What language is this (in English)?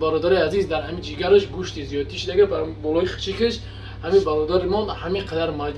Tajik